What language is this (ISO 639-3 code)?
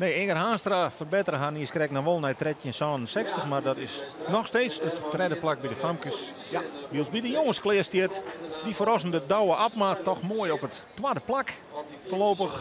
fry